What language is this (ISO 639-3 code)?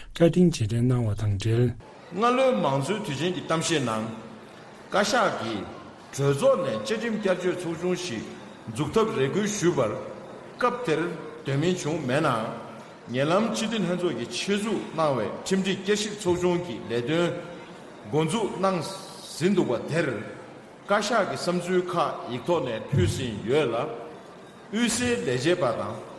bod